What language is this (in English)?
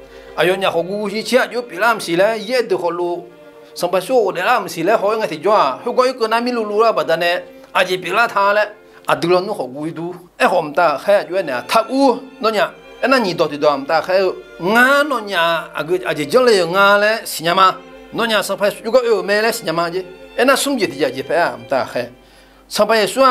Akha